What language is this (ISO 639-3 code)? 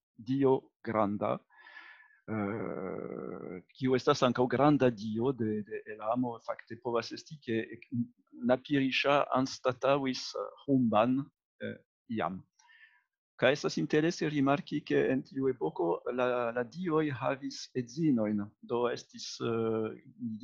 epo